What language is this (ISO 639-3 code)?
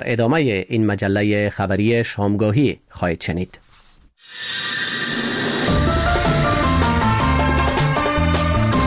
fas